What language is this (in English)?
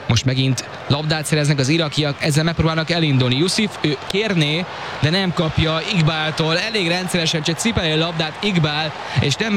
Hungarian